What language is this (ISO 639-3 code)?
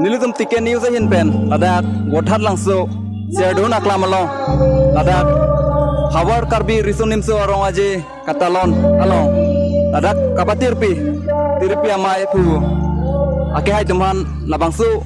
mjw